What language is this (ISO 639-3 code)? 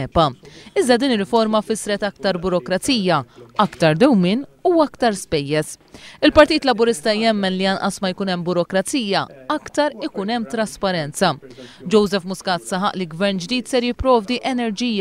mlt